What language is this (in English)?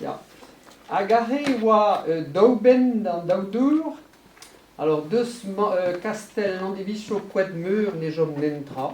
Breton